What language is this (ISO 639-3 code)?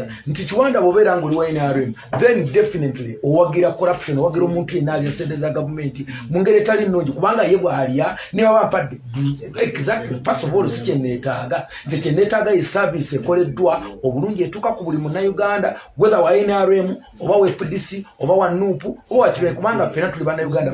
lug